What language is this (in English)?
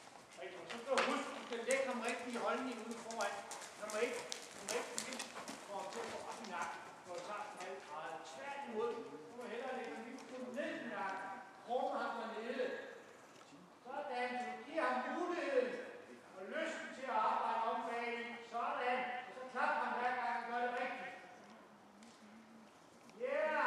Danish